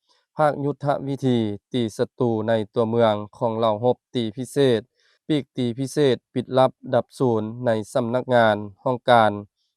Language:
Lao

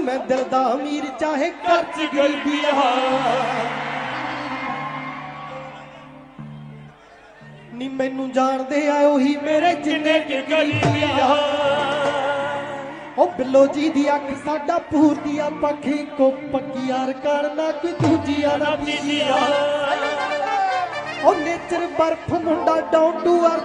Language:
Punjabi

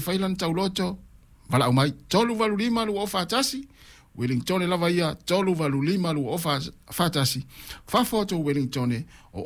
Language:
Samoan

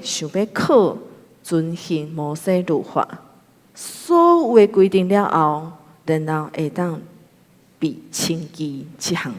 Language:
Min Nan Chinese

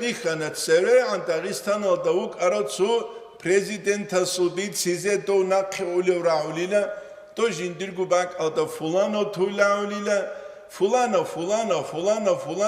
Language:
Avaric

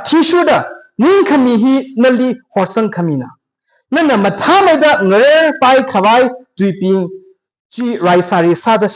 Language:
Tangkhul Naga (India)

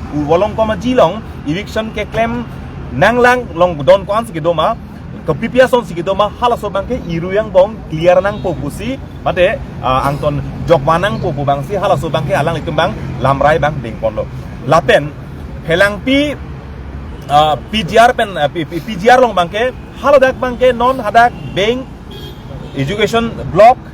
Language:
Karbi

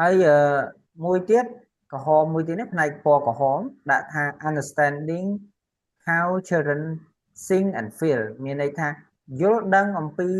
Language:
Khmer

